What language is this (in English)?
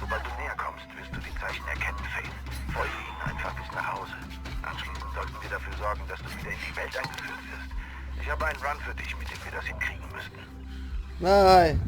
Swiss German